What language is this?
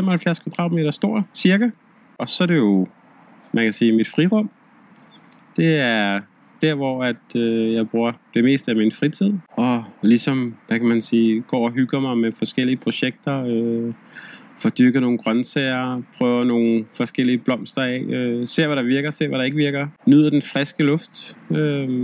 Danish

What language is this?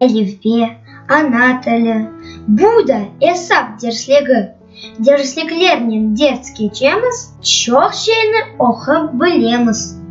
Crimean Tatar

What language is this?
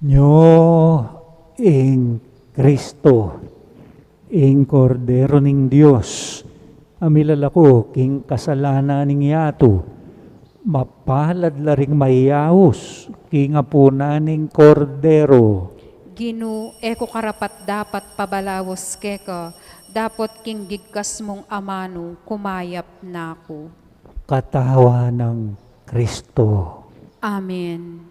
Pampanga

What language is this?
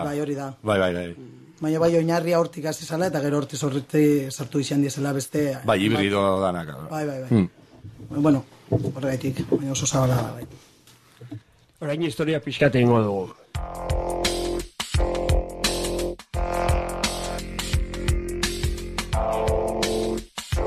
Basque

